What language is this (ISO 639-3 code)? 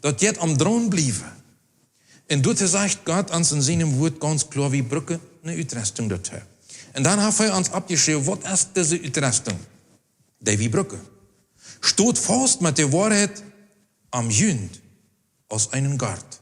pdt